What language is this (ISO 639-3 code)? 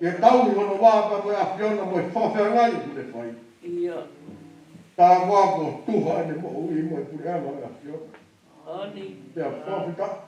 ton